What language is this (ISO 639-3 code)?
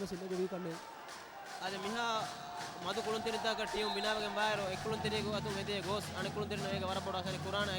div